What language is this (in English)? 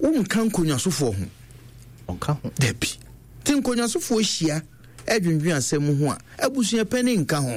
Akan